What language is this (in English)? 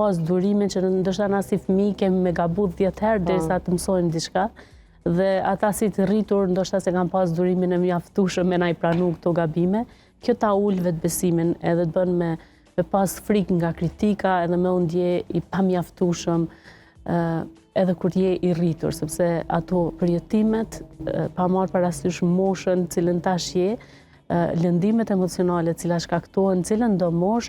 Albanian